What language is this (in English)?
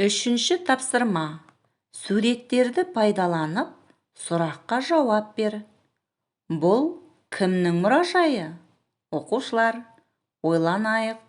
Kazakh